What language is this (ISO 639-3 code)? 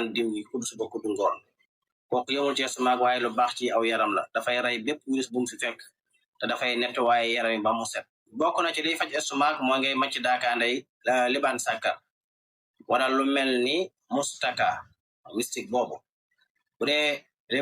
wol